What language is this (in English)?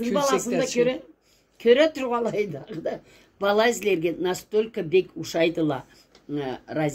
Karachay-Balkar